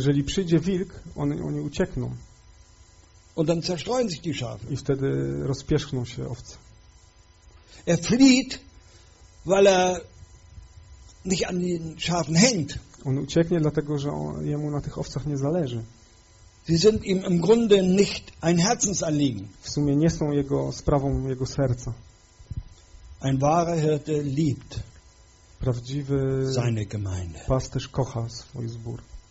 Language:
Polish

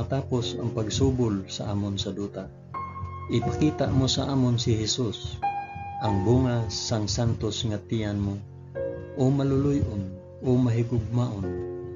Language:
Hiligaynon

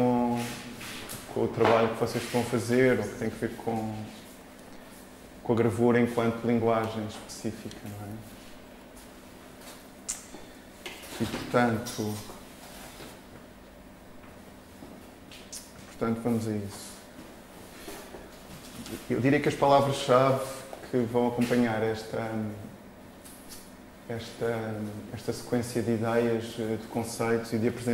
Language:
Portuguese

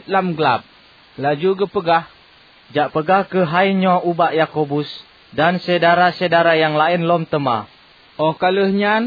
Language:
Achinese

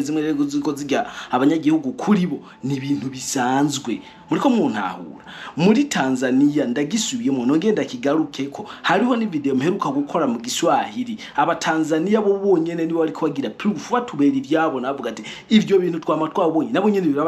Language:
Rundi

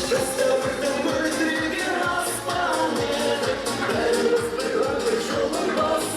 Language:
Kara-Kalpak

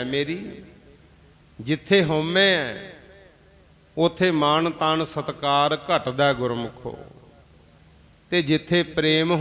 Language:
Punjabi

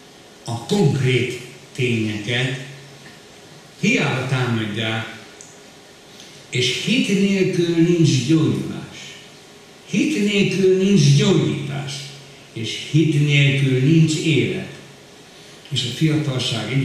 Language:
Hungarian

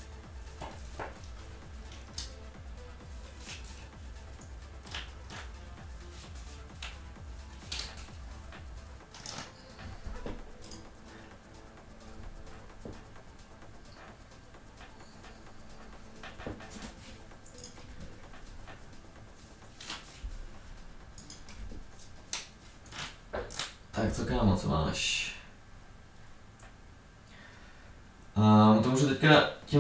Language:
Czech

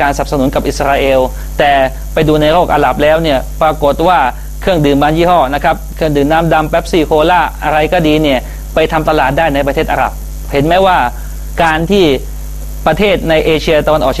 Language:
Thai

